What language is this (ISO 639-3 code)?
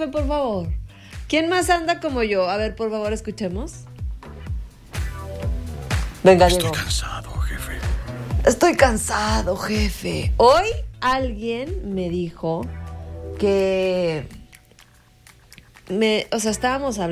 spa